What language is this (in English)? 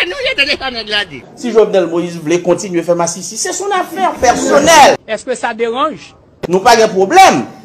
Haitian Creole